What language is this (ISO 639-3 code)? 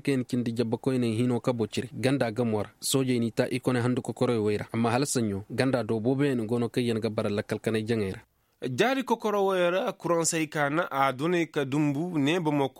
ses